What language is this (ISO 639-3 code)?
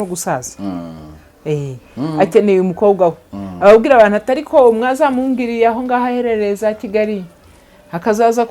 kin